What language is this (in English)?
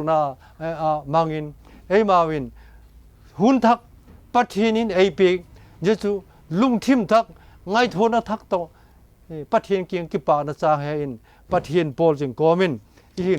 Vaiphei